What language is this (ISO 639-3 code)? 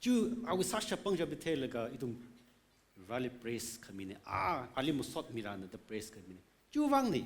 nmf